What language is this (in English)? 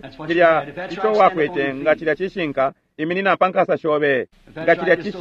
Bemba